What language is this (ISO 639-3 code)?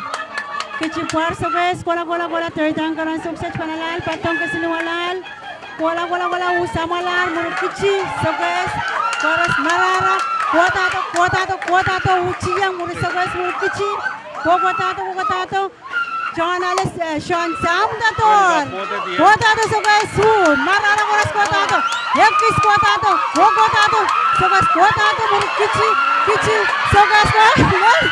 pon